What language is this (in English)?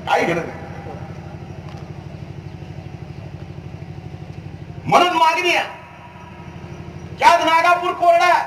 Marathi